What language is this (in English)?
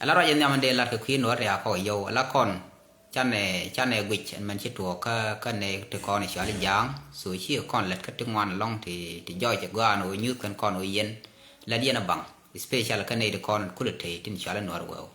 Nuer